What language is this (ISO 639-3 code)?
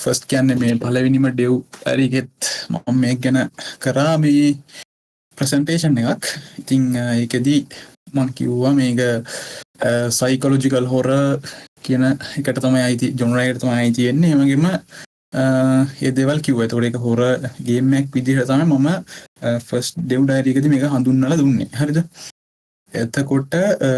sin